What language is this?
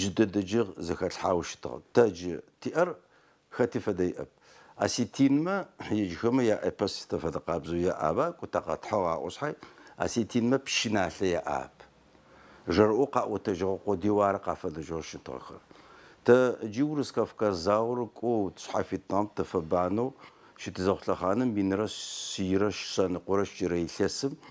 Adyghe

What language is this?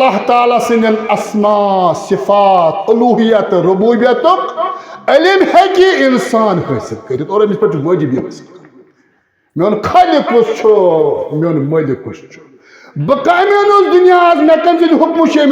Kashmiri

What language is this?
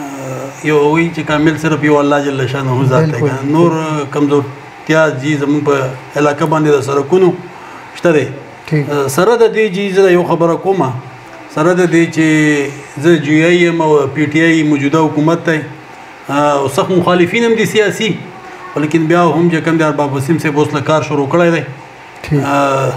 Pashto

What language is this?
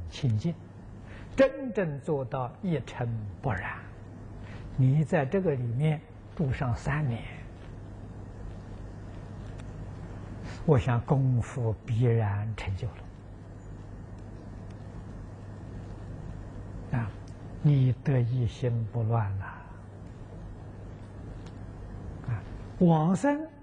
Chinese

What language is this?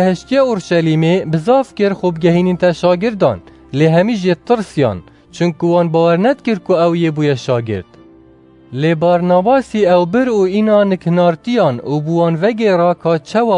Kurdish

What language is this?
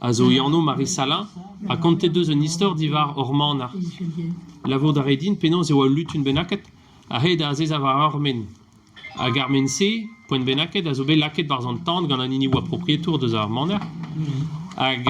Breton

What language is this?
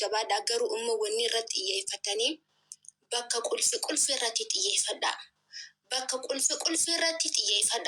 Oromo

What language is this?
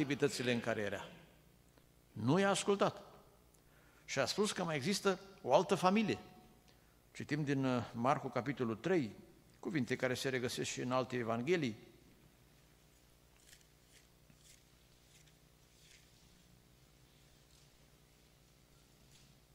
Romanian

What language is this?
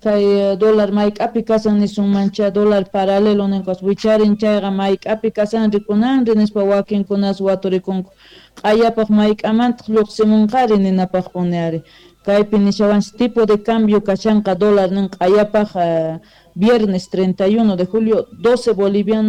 South Bolivian Quechua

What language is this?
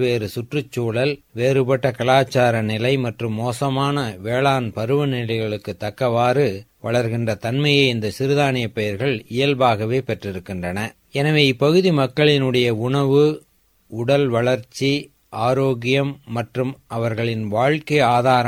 Tamil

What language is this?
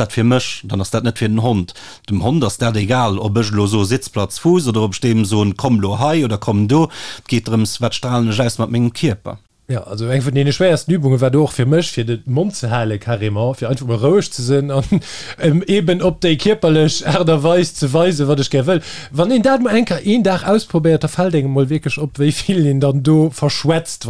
Luxembourgish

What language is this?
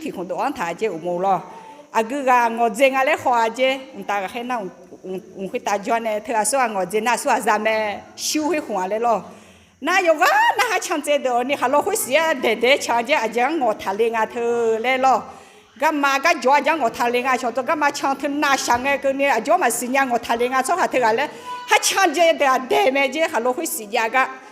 Akha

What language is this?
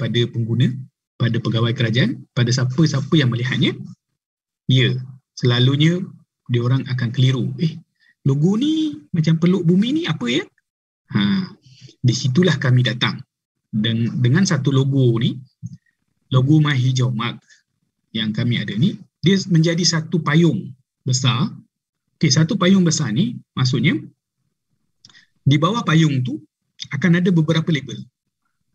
Malay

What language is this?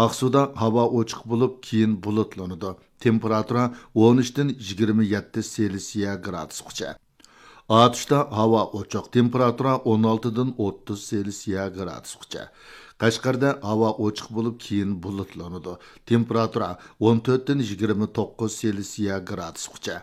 Uyghur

